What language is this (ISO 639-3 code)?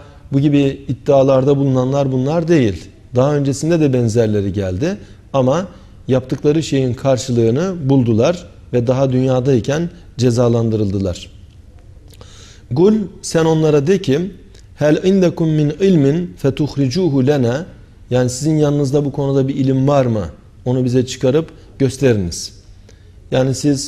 tur